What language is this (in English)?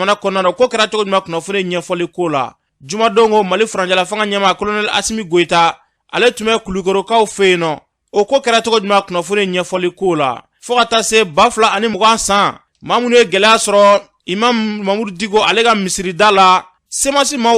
Bambara